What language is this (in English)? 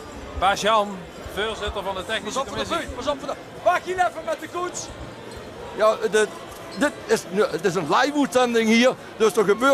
Limburgish